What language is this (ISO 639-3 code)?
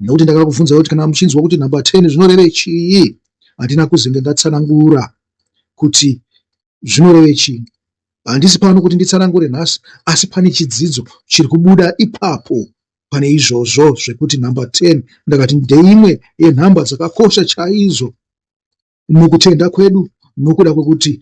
sna